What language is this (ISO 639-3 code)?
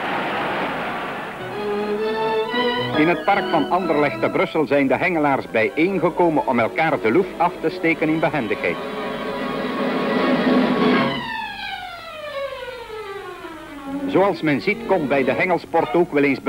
nld